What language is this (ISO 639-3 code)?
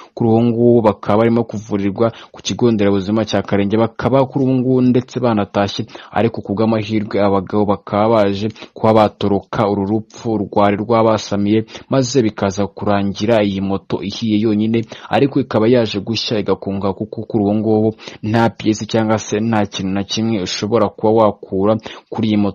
kin